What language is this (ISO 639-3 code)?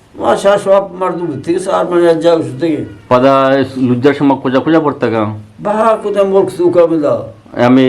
bgp